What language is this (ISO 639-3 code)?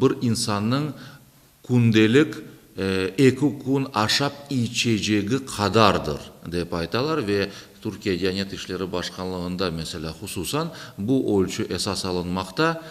crh